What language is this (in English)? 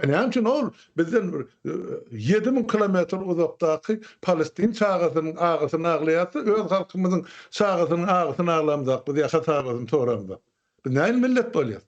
Turkmen